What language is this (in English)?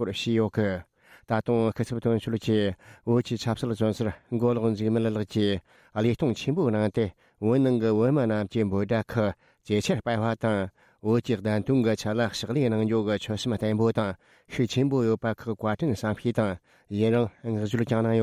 Tibetan